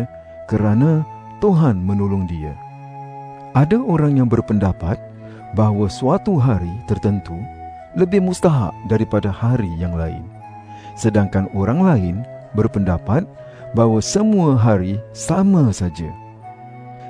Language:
Malay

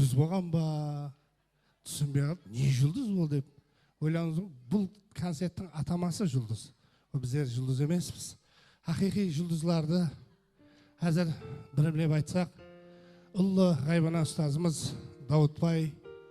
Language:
Kara-Kalpak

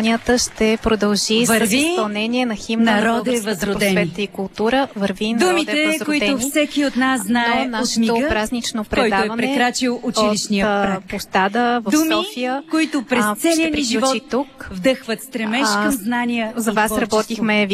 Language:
Bulgarian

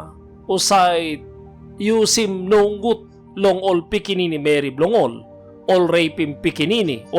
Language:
Tok Pisin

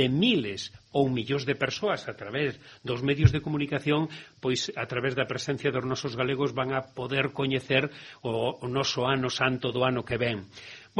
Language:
Galician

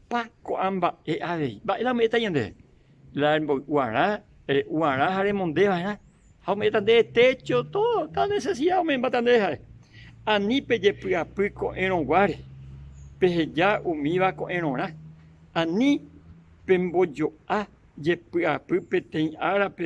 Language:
Guarani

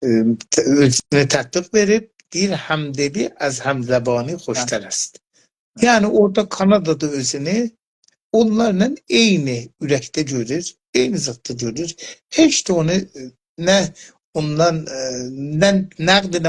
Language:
South Azerbaijani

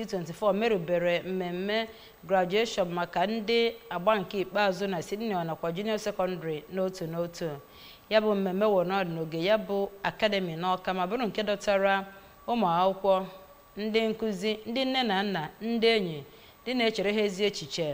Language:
Igbo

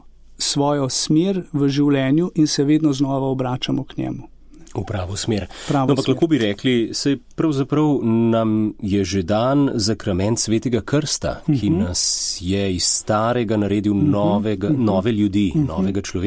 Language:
Slovenian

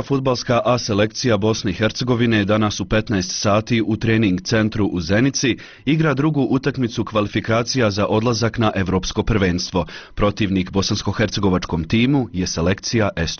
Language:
Bosnian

